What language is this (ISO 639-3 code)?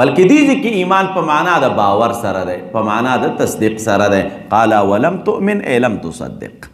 pus